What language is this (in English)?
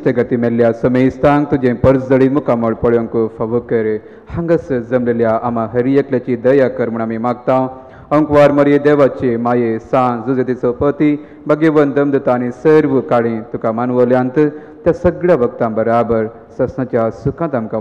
Konkani